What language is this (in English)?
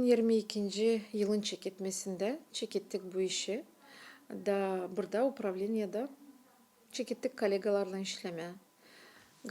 Gagauz